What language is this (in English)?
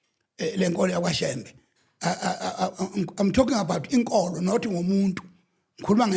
Zulu